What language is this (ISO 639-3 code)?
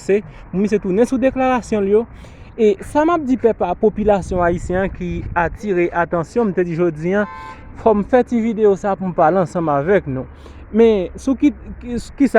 hat